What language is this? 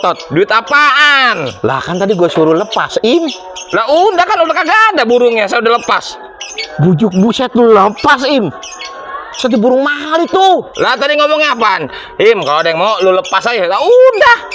Betawi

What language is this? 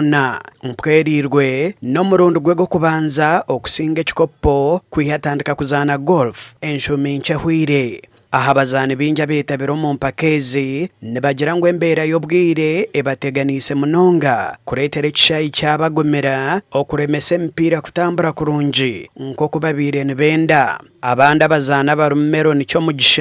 Nyankole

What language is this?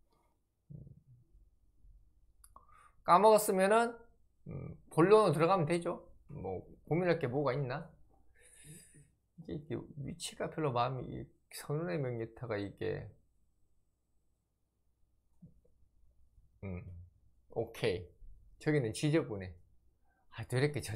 Korean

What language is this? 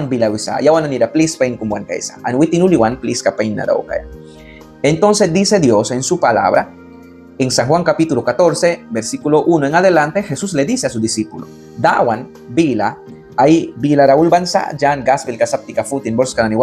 Mískito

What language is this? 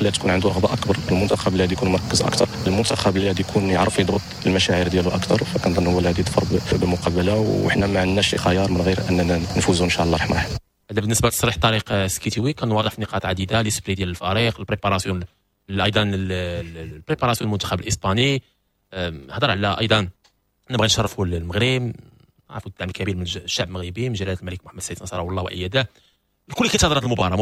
Moroccan Arabic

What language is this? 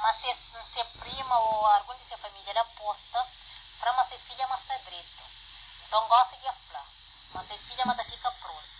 Kabuverdianu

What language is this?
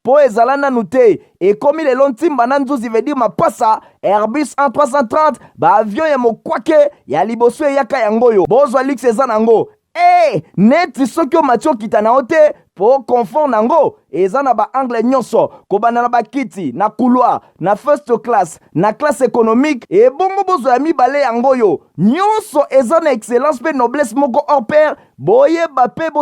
Lingala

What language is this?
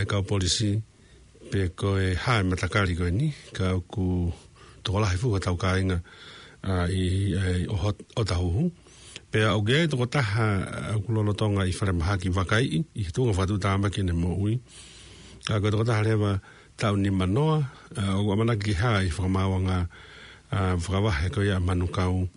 Tongan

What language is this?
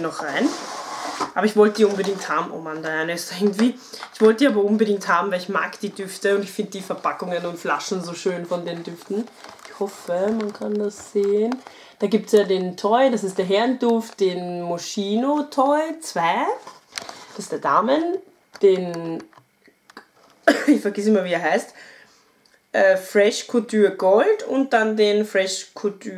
German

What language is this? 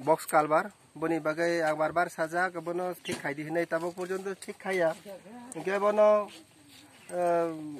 Kok Borok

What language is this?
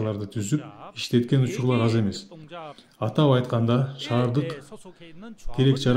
Kyrgyz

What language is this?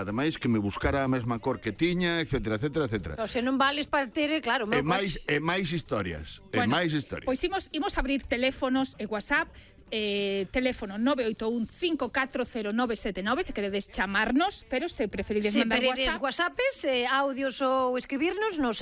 Galician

